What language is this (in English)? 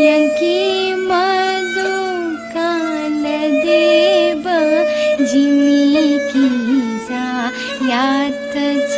Newari